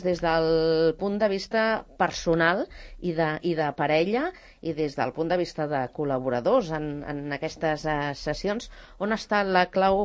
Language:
Catalan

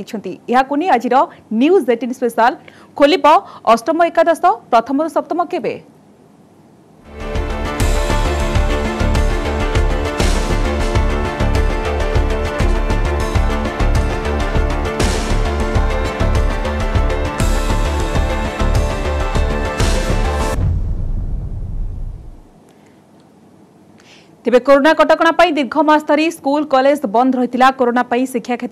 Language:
Odia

